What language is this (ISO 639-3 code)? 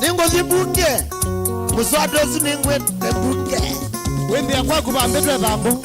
kam